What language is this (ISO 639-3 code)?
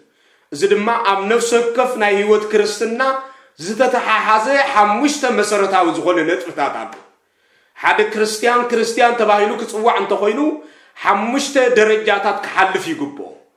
tir